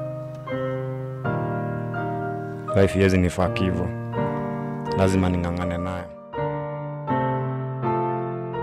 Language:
Swahili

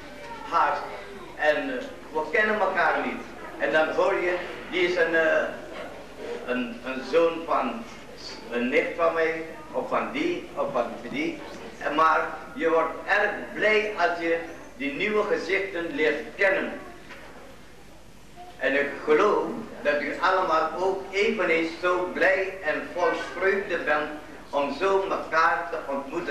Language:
Dutch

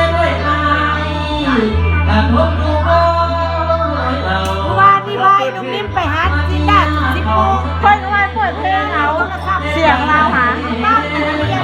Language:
Lao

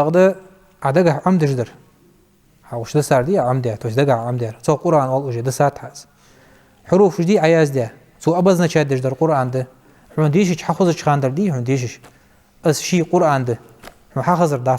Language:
Ingush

